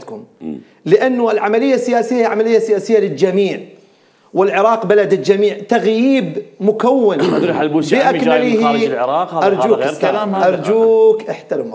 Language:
Mesopotamian Arabic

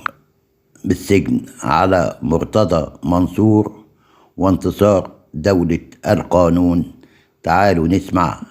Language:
Egyptian Arabic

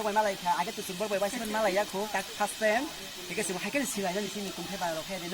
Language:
Kok Borok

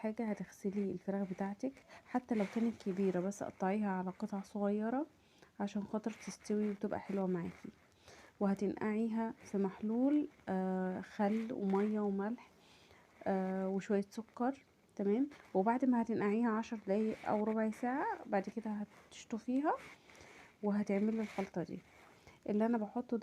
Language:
Egyptian Arabic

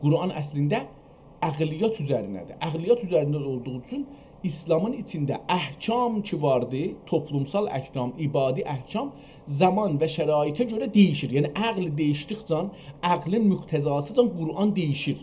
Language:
South Azerbaijani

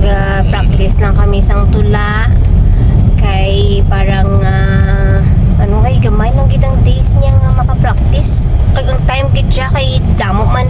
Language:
Hiligaynon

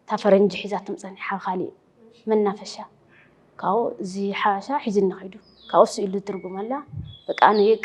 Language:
Tigrinya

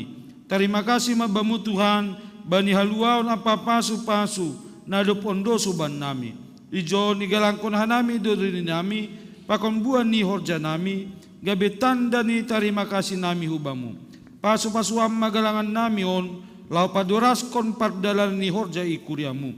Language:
Batak Simalungun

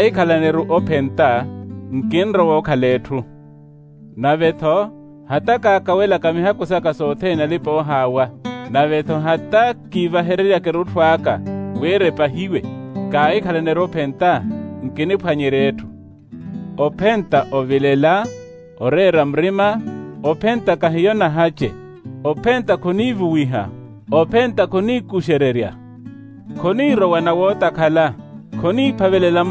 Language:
Makhuwa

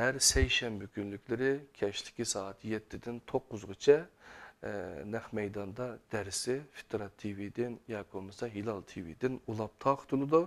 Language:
Uyghur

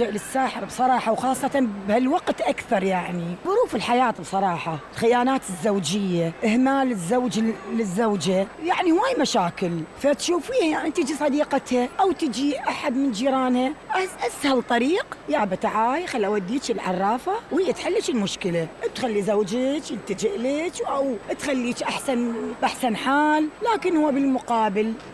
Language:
Mesopotamian Arabic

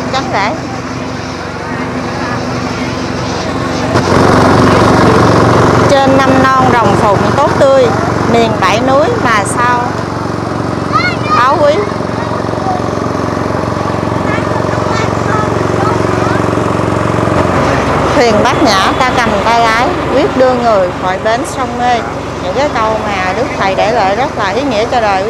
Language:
Vietnamese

